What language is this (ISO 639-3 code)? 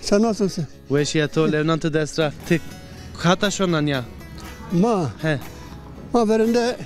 zza